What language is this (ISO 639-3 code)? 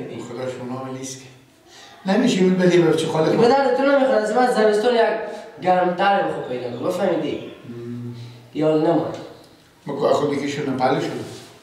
fas